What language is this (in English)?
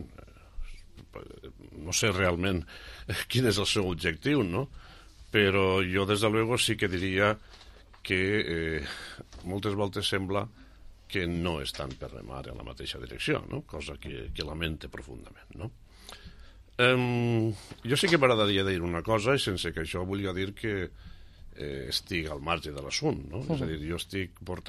Catalan